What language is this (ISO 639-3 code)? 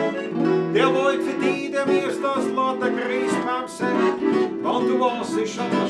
bar